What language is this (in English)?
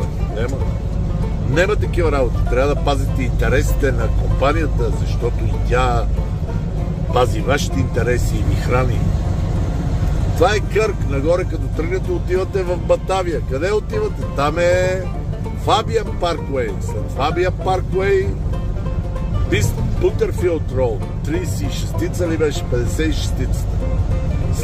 Bulgarian